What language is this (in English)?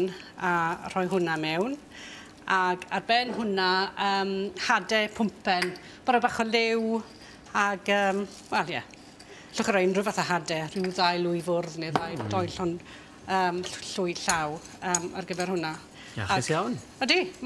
Welsh